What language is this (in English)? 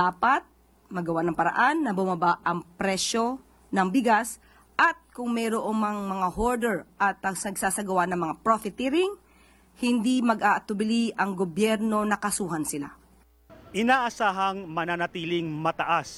Filipino